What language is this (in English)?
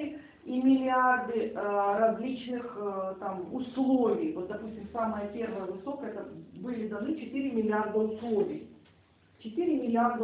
Russian